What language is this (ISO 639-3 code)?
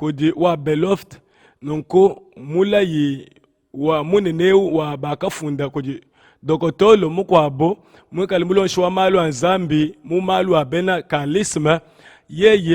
lua